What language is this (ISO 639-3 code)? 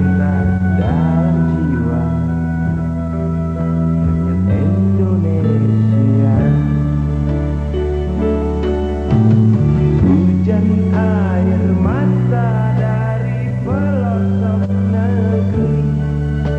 ind